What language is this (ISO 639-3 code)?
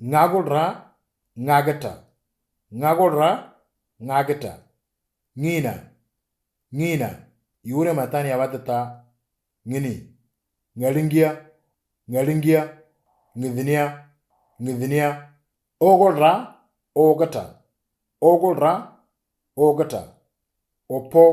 mor